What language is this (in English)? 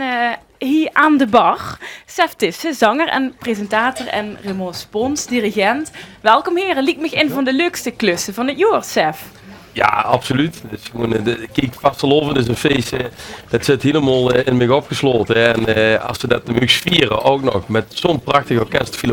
Limburgish